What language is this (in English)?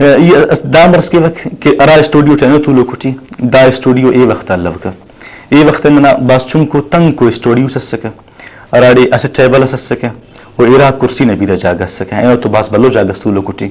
Brahui